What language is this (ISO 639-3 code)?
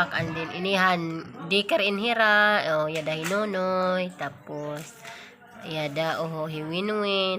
war